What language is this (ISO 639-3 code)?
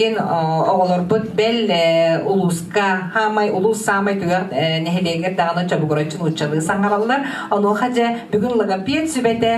sah